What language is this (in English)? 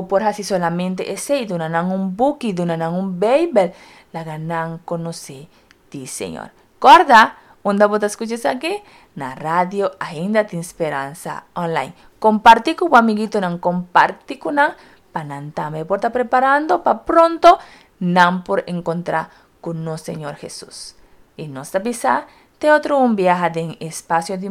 Papiamento